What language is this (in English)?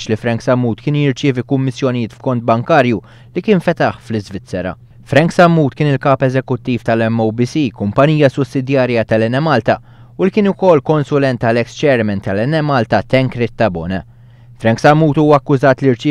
Maltese